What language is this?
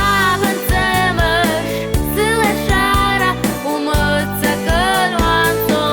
Abkhazian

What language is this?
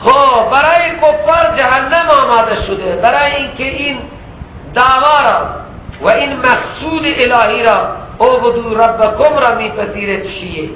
Persian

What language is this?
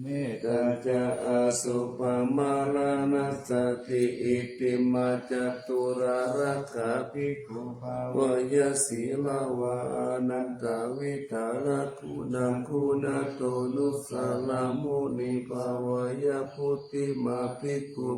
Pali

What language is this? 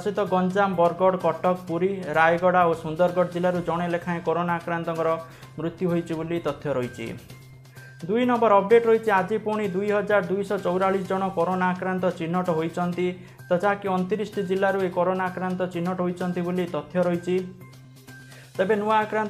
Odia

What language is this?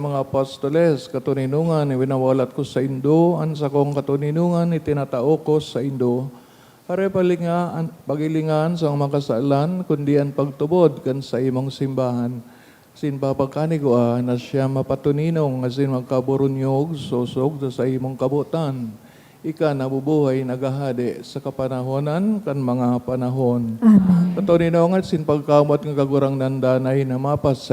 Bikol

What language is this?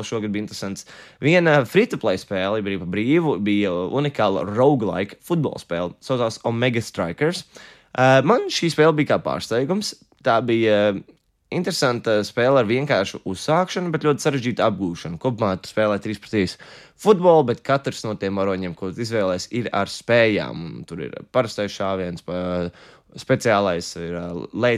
Latvian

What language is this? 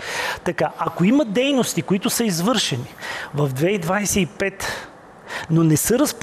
Bulgarian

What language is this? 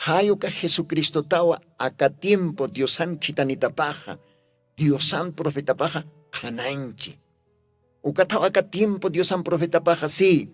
Aymara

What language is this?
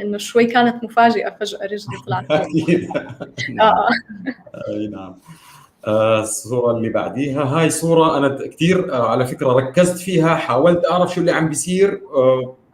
North Levantine Arabic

